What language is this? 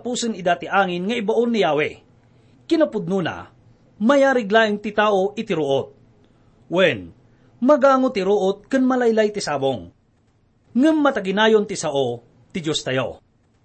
Iloko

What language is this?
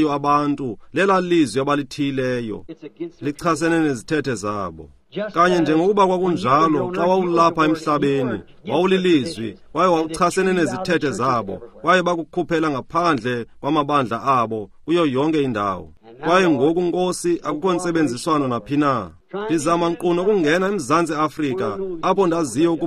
Xhosa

